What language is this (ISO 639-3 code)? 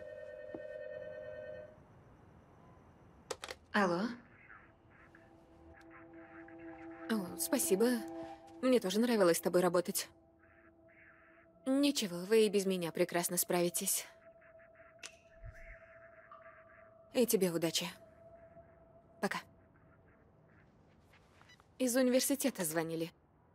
rus